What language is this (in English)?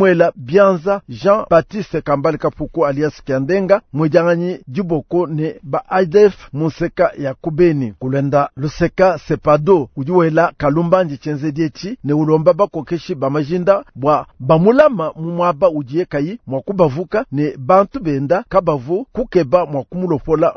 Luba-Lulua